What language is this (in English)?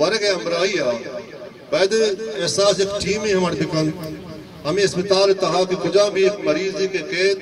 Eastern Balochi